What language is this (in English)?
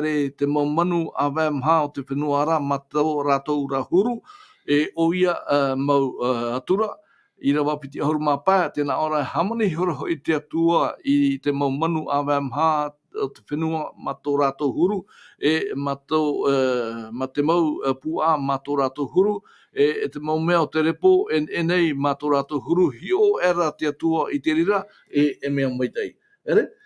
Tahitian